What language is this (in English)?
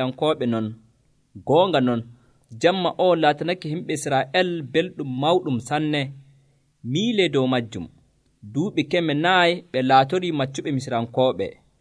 Nigerian Fulfulde